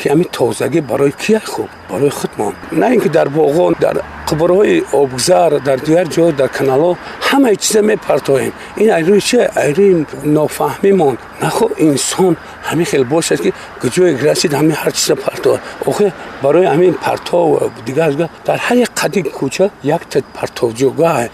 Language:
Tajik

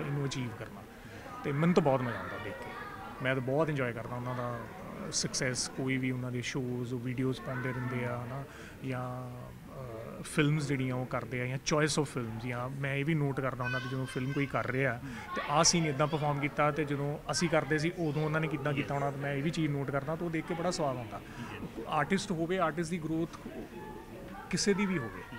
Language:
Punjabi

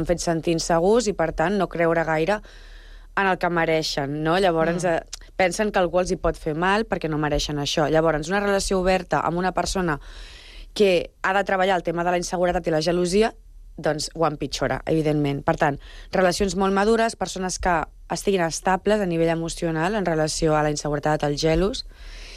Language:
Catalan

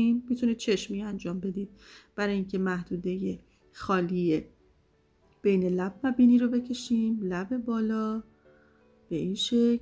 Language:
Persian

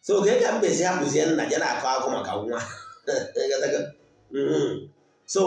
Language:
Igbo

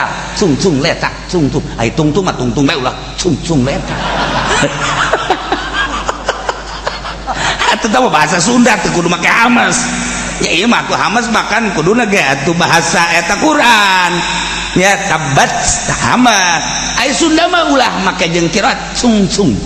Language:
Sundanese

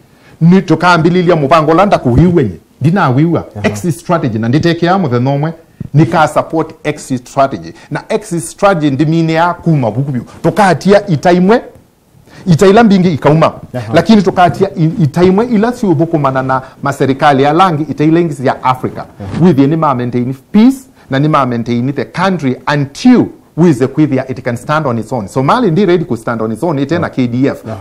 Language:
Kamba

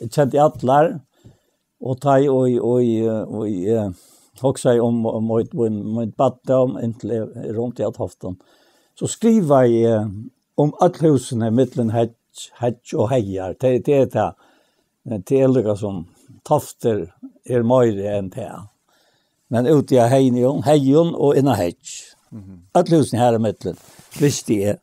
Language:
Faroese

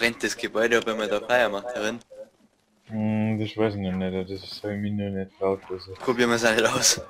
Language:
Bavarian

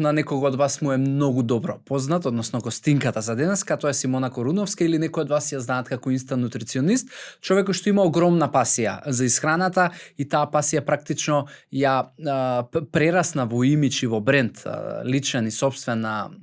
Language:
Macedonian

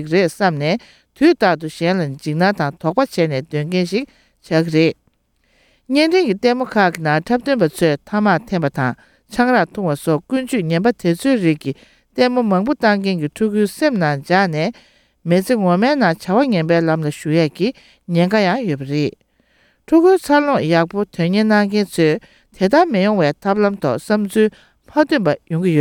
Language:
Tibetan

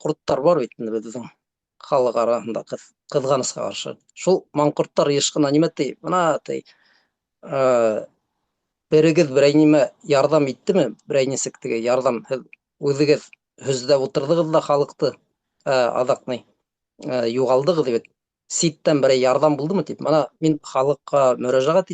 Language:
Bashkir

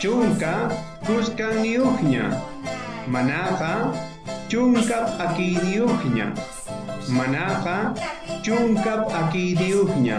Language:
South Bolivian Quechua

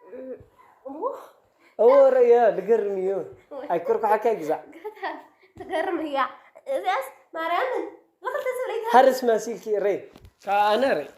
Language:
Tigrinya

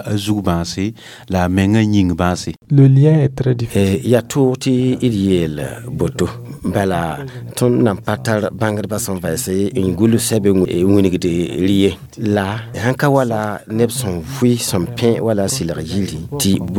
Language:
Mossi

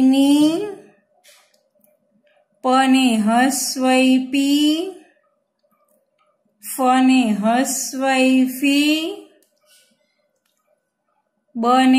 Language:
Gujarati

